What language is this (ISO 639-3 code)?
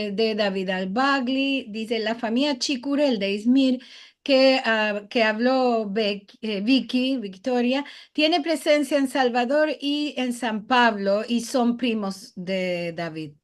lad